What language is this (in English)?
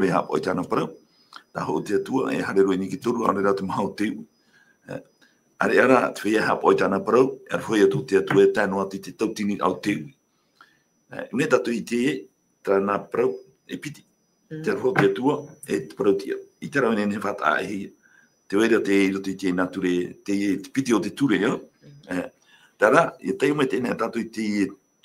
Tahitian